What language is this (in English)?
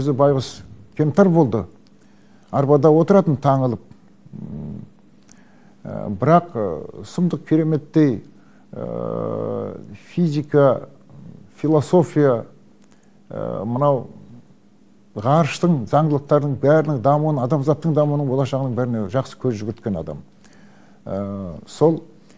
Kazakh